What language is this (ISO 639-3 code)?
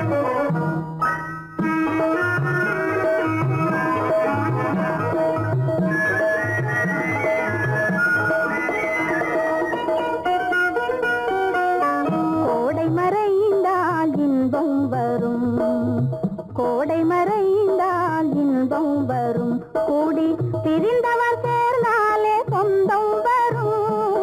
tam